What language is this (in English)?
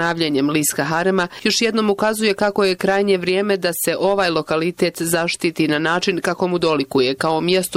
Croatian